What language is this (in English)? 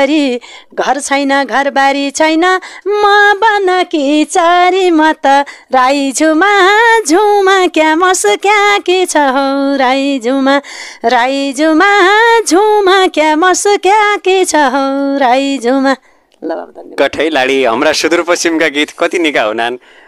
Nepali